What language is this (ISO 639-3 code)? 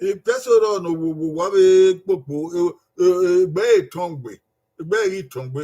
bin